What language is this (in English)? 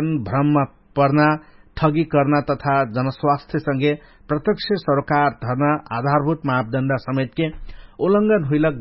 Dangaura Tharu